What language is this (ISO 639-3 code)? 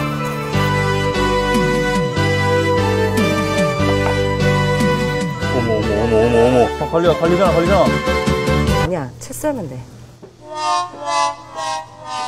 kor